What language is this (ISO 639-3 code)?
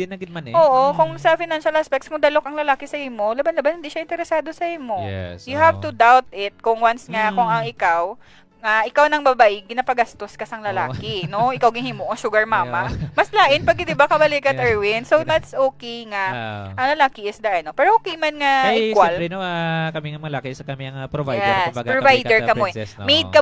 hil